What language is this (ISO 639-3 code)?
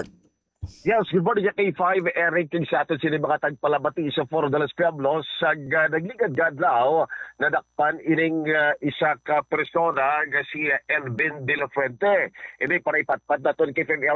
hil